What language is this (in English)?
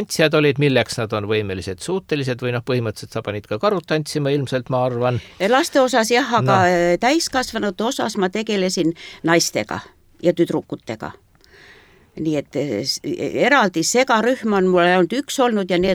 Estonian